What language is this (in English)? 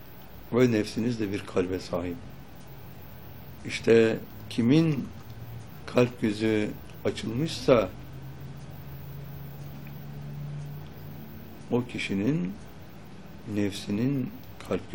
Turkish